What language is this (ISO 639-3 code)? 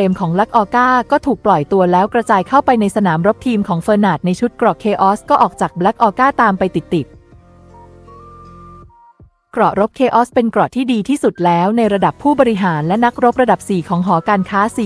tha